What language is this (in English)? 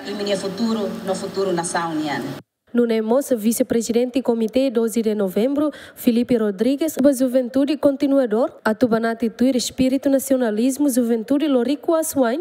Tetum